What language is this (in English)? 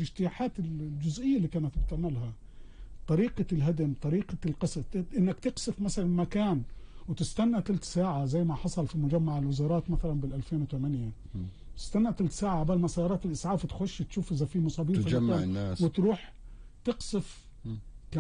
North Levantine Arabic